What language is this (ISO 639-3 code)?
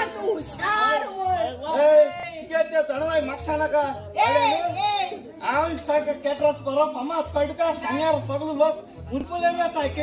kok